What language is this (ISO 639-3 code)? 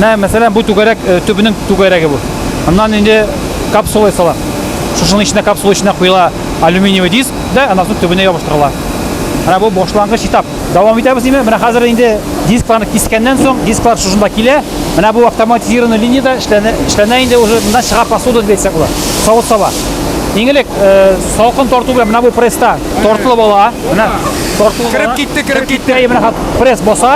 tat